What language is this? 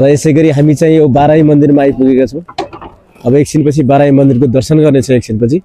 Nepali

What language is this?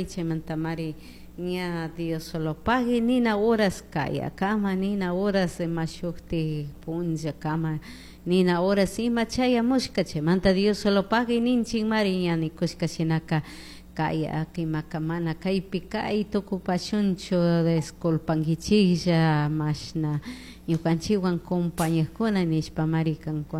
Chimborazo Highland Quichua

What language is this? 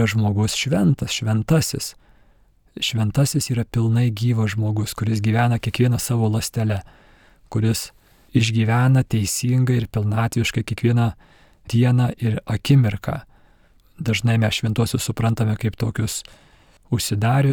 Lithuanian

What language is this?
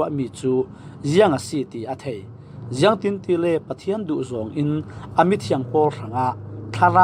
Falam Chin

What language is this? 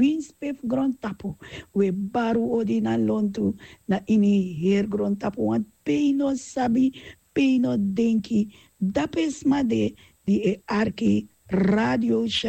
Sranan Tongo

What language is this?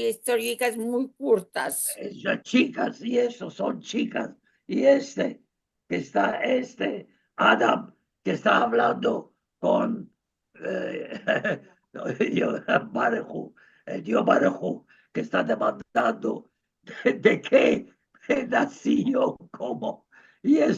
Ladino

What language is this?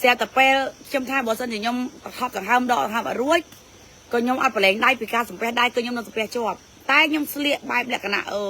Khmer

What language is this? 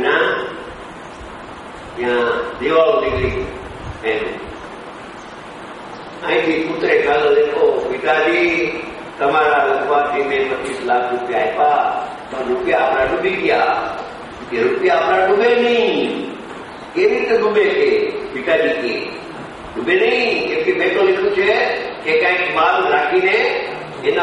Gujarati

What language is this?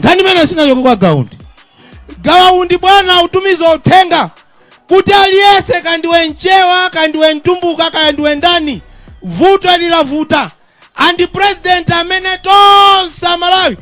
Nyanja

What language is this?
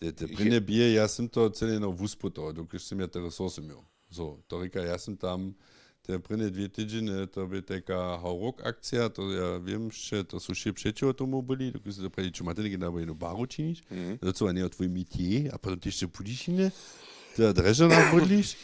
Upper Sorbian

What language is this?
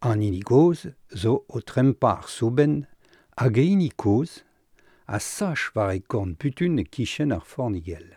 Breton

